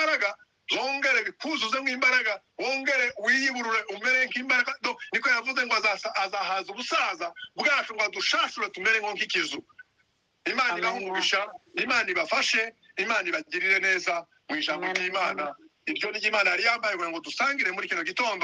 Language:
Kinyarwanda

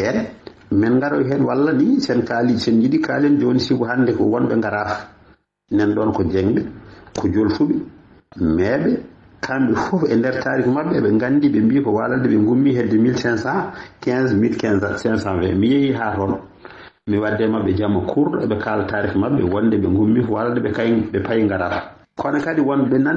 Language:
Fula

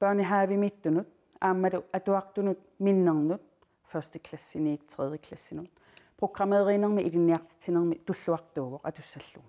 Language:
Kalaallisut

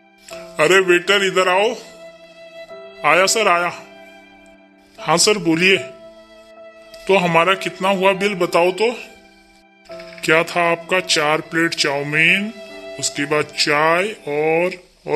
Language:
Hindi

